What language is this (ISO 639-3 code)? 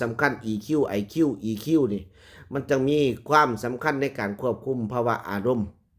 lao